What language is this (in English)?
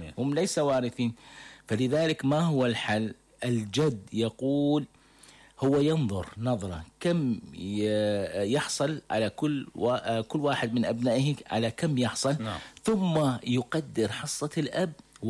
Arabic